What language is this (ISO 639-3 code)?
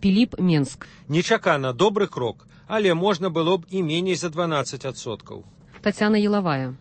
bel